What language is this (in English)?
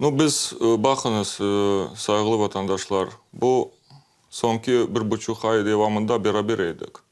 Crimean Tatar